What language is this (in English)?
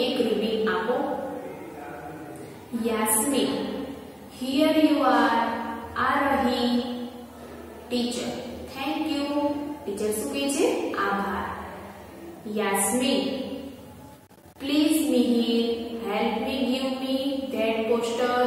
Gujarati